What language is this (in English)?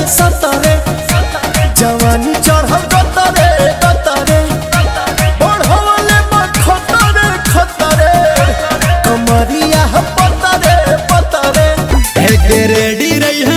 Maithili